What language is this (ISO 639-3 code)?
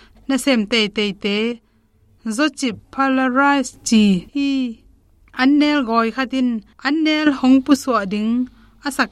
ctd